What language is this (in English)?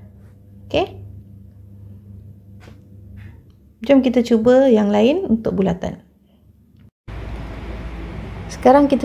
Malay